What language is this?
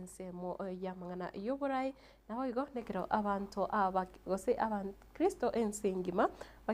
Gusii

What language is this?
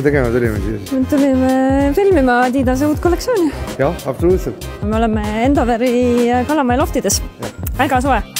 Estonian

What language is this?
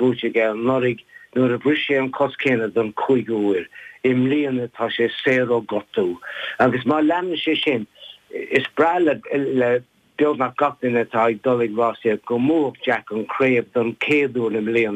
Irish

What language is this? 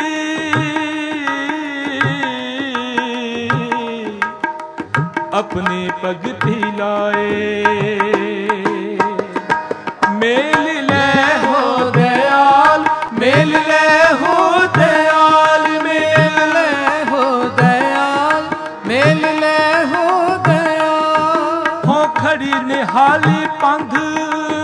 Punjabi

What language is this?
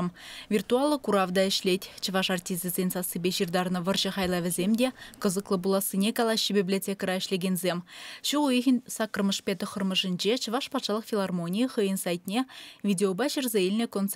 Chuvash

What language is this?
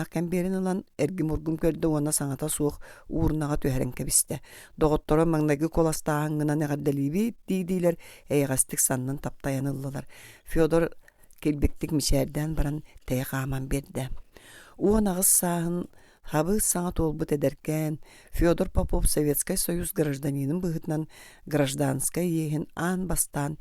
Yakut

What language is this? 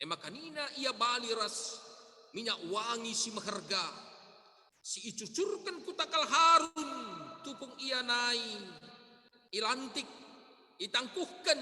Batak Karo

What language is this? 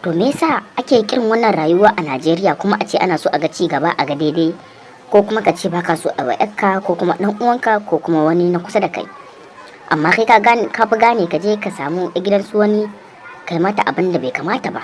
Hausa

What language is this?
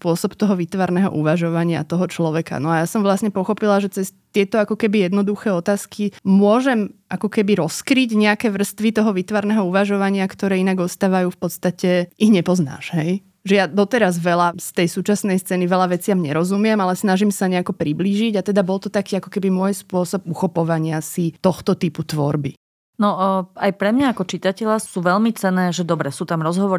Slovak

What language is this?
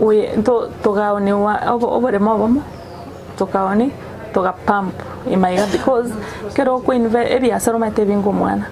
Gusii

